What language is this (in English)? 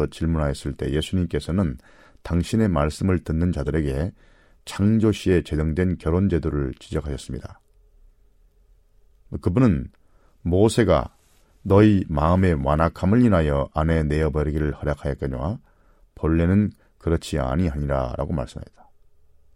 Korean